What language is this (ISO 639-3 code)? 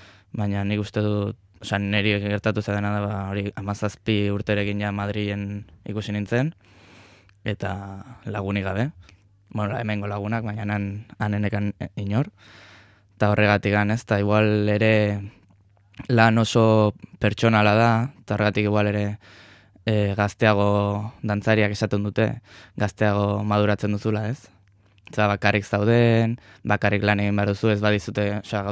eus